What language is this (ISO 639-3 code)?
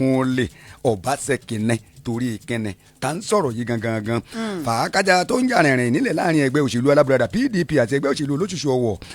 yor